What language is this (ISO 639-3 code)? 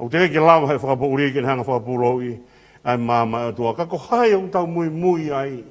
ton